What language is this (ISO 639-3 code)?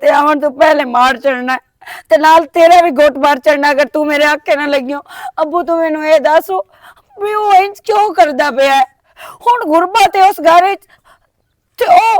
lah